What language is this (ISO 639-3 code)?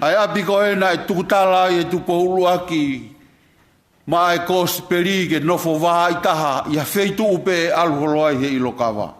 ton